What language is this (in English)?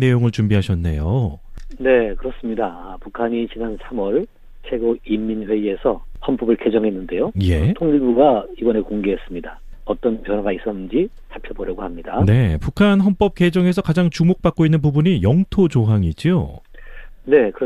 Korean